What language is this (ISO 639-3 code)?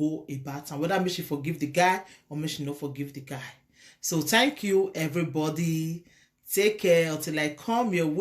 pcm